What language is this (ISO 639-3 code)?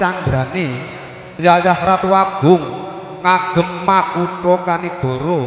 jav